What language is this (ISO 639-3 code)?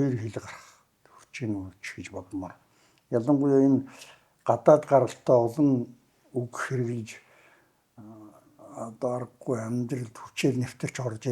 mon